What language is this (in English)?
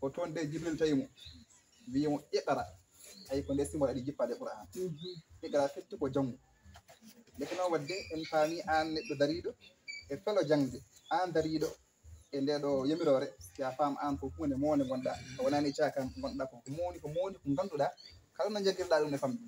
Fula